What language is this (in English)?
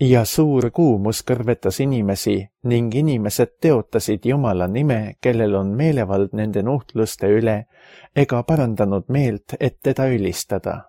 Estonian